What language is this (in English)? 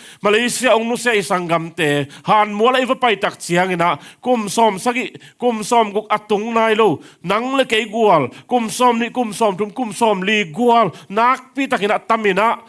Tedim Chin